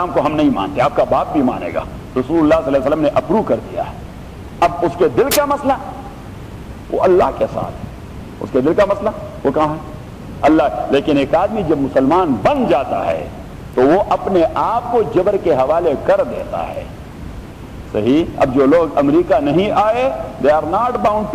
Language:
Urdu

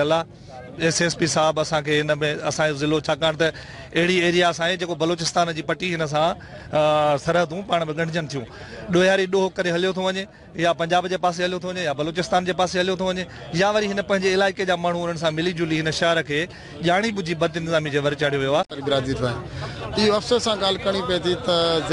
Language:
Sindhi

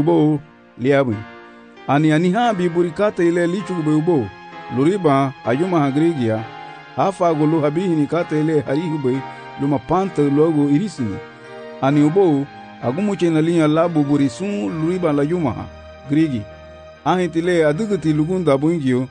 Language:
Garifuna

